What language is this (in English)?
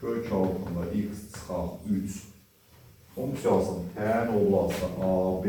Azerbaijani